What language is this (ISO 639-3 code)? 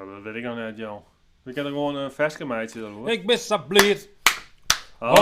fry